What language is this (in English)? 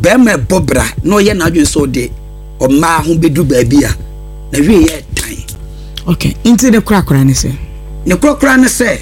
Akan